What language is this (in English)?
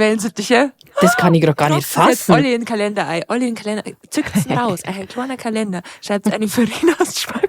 Bavarian